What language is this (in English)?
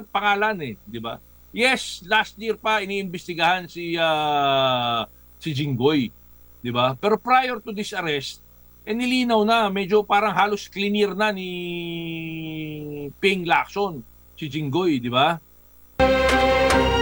Filipino